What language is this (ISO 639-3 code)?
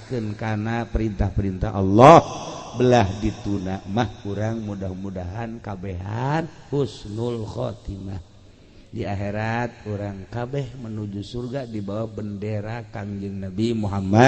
sun